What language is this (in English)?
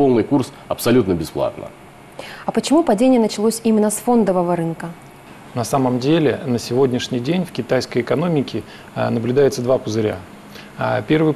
Russian